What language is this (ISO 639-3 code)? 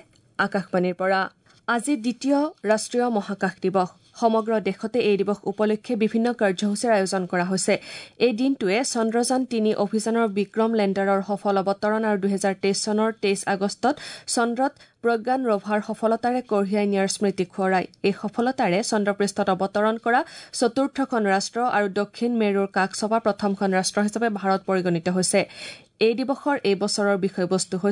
asm